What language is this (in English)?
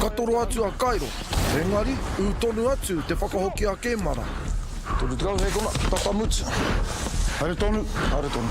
Māori